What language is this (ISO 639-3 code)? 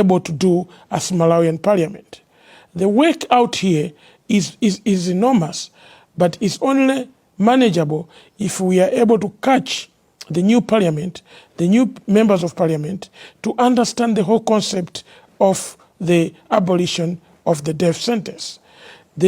eng